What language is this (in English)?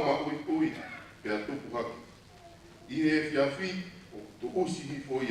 Tongan